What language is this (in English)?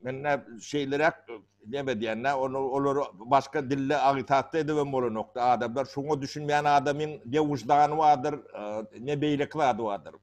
Turkmen